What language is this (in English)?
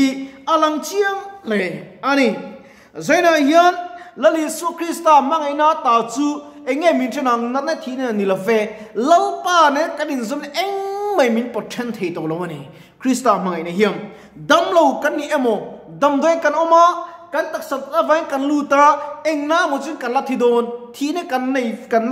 Mizo